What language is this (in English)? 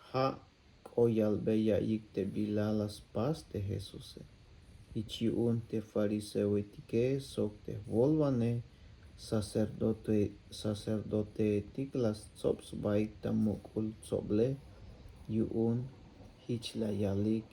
Tzeltal